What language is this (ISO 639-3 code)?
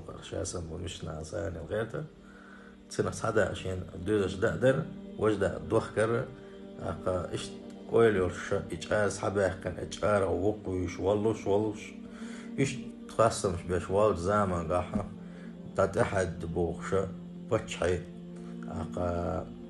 che